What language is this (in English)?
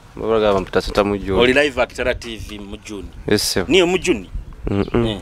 Nyoro